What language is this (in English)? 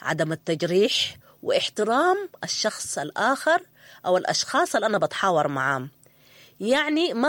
Sudanese Arabic